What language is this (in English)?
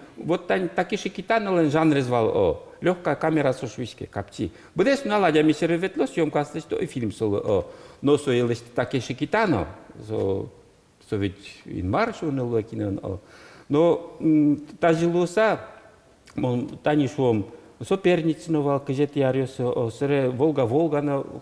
Udmurt